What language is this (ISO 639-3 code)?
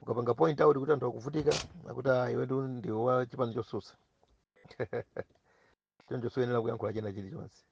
nya